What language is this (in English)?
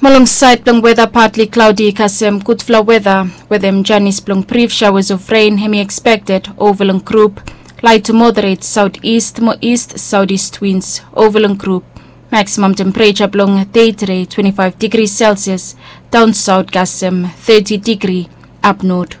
Bislama